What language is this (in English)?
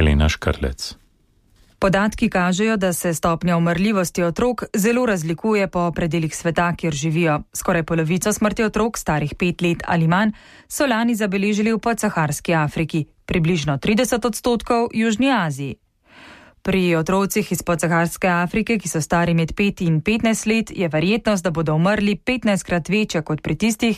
Slovenian